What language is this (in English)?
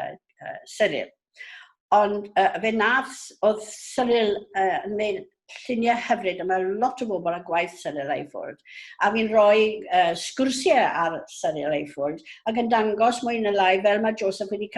Welsh